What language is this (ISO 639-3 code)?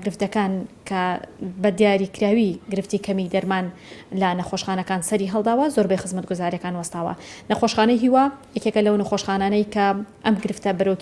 ckb